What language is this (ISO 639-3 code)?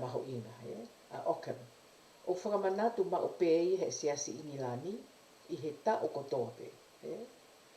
ton